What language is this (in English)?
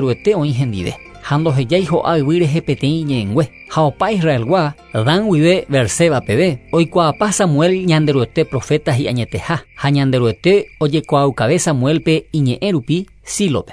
Guarani